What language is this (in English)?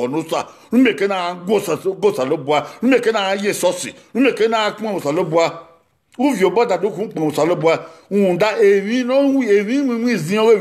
Bini